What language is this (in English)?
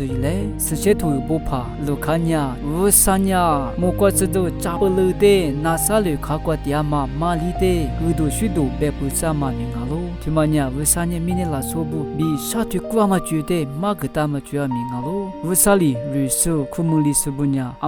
Lisu